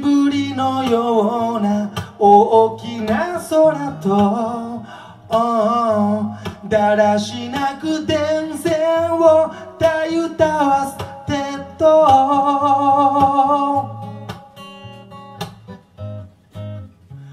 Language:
Japanese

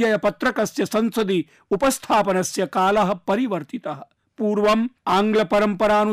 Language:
Sanskrit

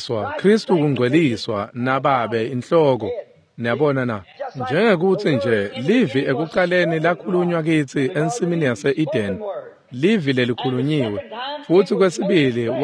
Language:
Swati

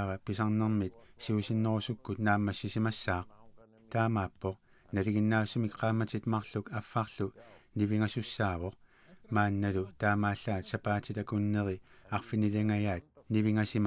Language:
Kalaallisut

